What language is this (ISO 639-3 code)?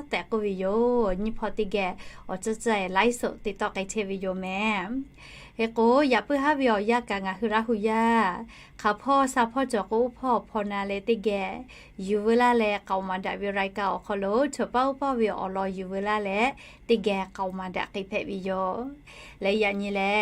lhu